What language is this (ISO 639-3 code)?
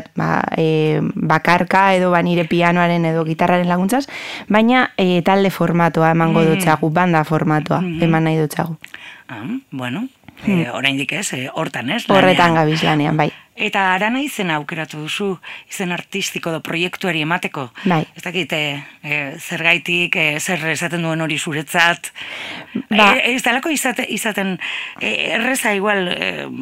eus